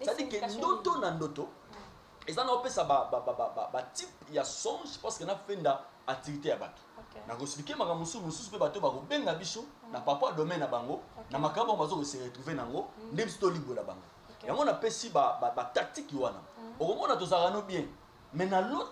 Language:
Lingala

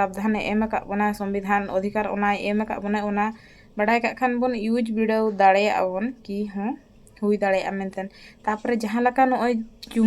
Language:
Santali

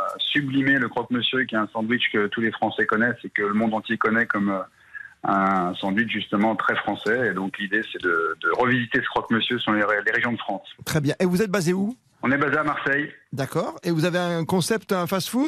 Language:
French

